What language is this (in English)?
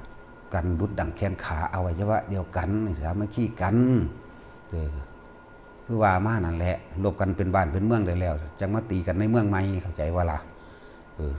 Northeastern Thai